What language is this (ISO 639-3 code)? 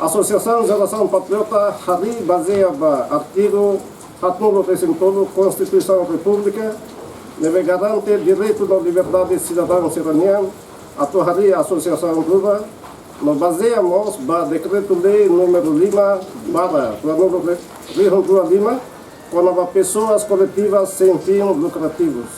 tet